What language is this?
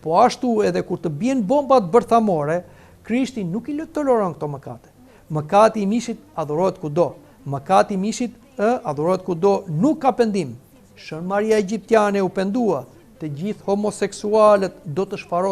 Albanian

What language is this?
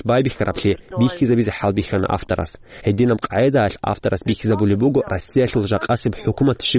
Avaric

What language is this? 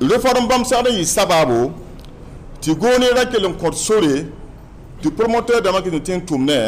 Mossi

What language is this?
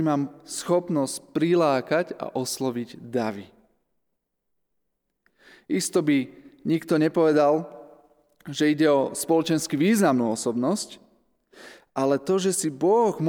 Slovak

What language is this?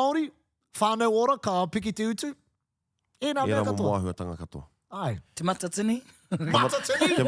Māori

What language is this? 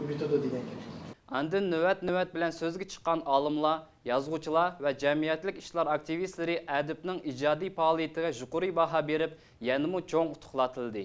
Uyghur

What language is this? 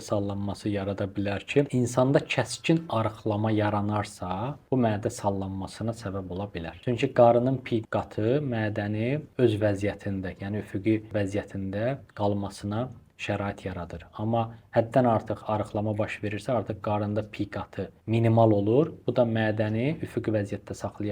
Azerbaijani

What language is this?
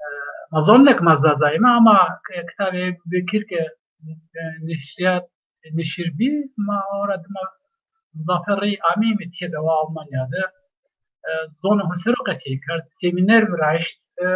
Zaza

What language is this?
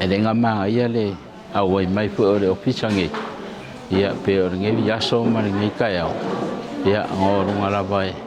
Samoan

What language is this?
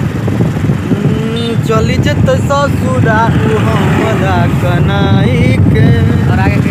Maithili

